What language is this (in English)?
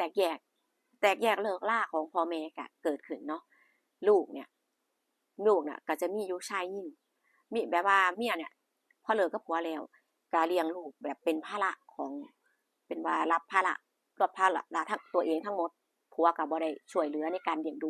Northeastern Thai